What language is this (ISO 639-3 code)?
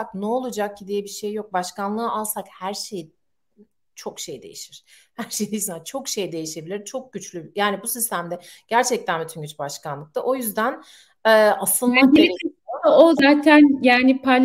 tur